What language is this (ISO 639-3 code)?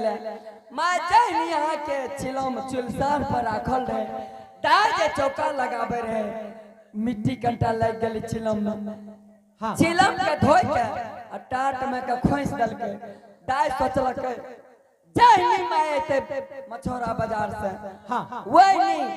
anp